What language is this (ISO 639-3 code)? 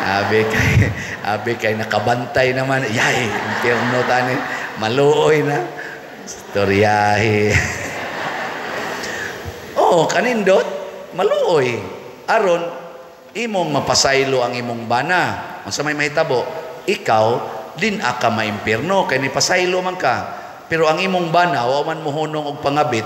ceb